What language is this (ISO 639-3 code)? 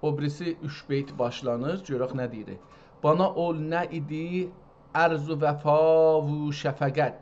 azb